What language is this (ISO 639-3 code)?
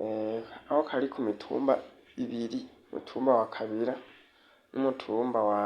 run